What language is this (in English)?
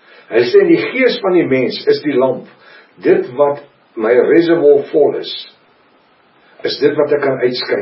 Afrikaans